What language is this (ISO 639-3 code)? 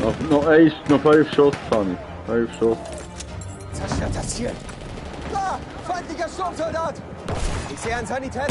gsw